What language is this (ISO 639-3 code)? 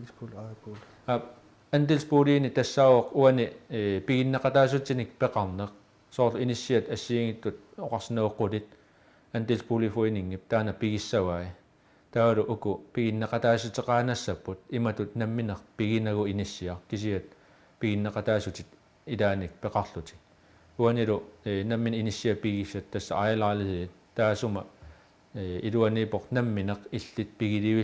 kal